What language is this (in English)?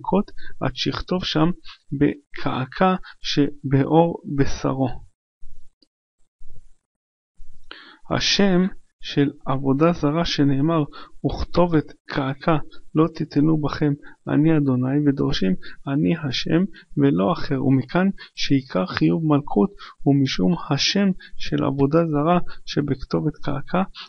Hebrew